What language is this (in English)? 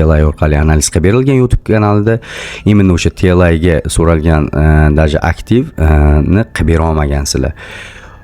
Uzbek